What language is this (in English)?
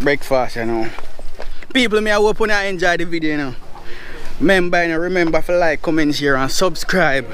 Jamaican Creole English